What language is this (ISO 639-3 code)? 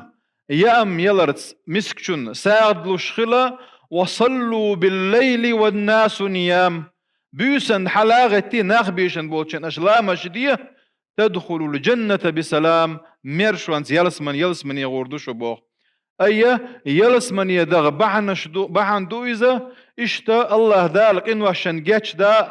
che